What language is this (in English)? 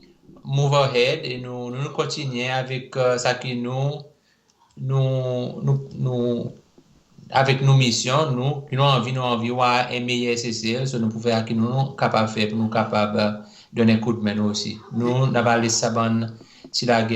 Seselwa Creole French